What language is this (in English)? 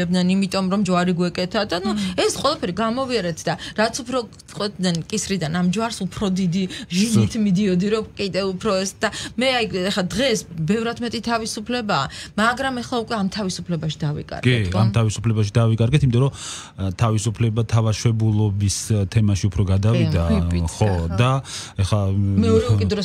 Georgian